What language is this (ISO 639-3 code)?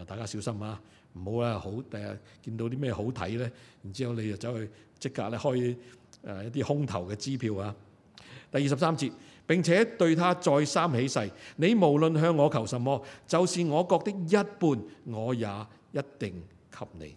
yue